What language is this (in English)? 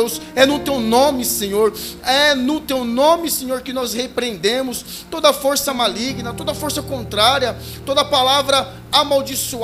Portuguese